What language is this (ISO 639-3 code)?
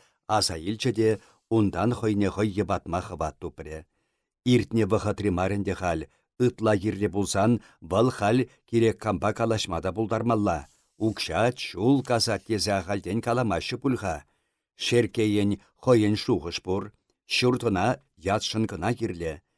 chv